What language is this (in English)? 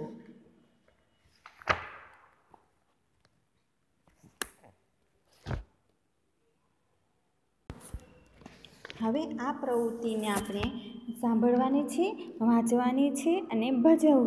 Gujarati